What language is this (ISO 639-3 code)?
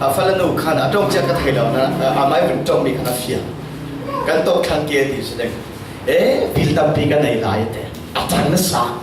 cfm